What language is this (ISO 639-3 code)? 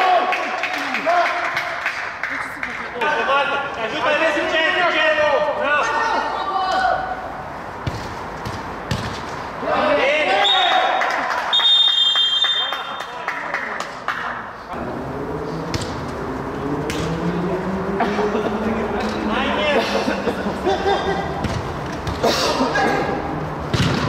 ron